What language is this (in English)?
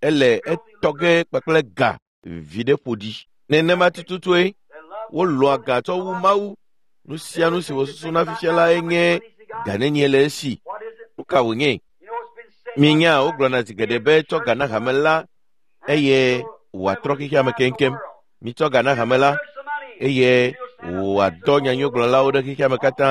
Ewe